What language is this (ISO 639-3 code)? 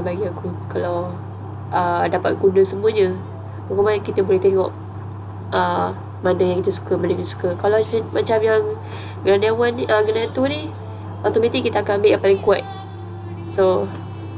msa